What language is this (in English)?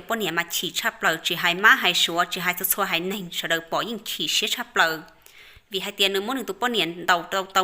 Hmong